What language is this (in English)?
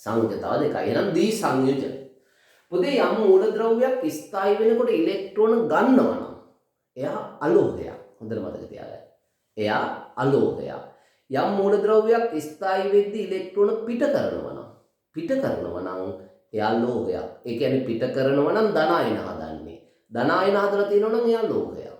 Sinhala